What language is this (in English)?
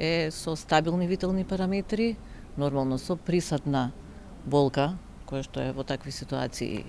Macedonian